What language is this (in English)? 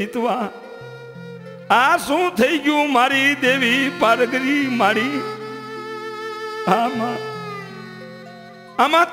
Gujarati